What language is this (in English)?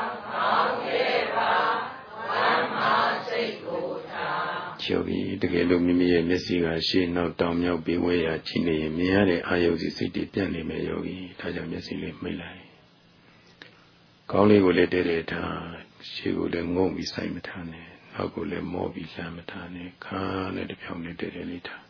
Burmese